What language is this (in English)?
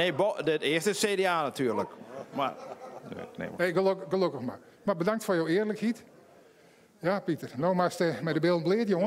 Western Frisian